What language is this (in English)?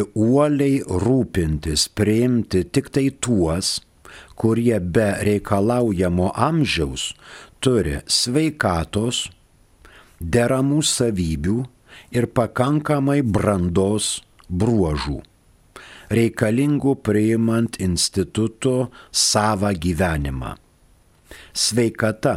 Lithuanian